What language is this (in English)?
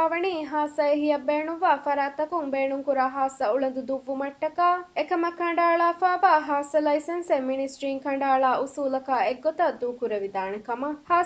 Divehi